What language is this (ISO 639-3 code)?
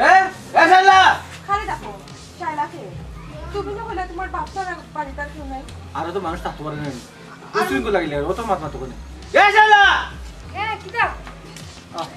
syl